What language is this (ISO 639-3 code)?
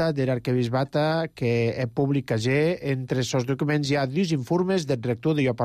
cat